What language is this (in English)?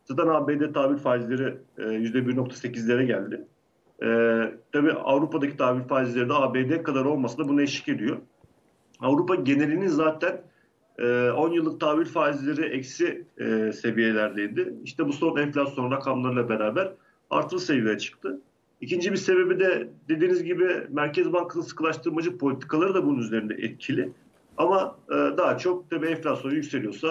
Turkish